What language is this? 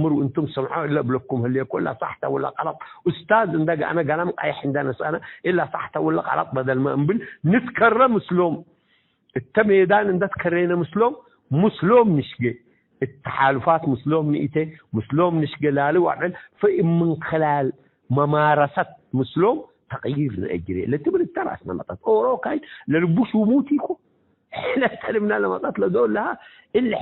Tigre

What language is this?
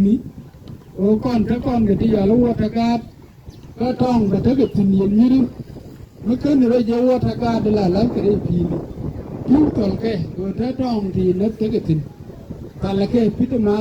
Nuer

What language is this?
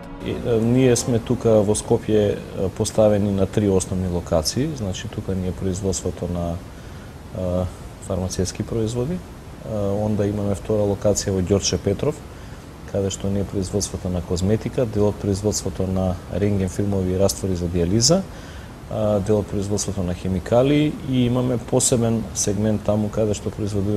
Macedonian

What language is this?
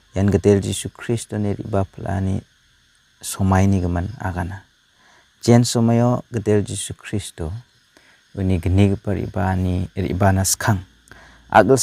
Garo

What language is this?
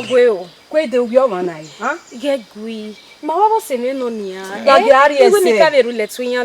Bini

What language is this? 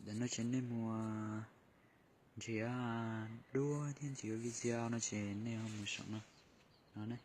Hmong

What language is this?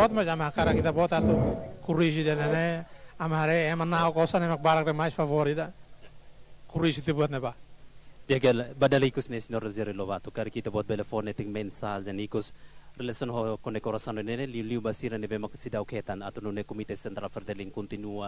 Tetum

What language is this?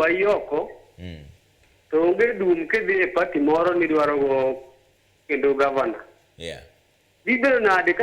Luo (Kenya and Tanzania)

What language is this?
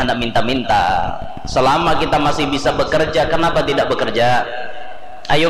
Banjar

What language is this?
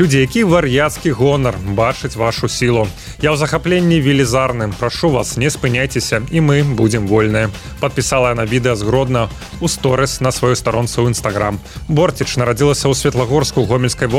Belarusian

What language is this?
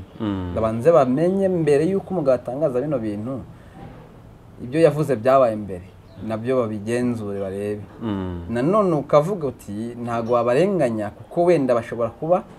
Kinyarwanda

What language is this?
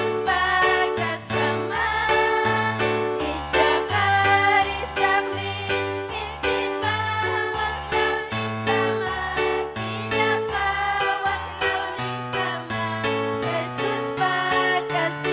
Ayacucho Quechua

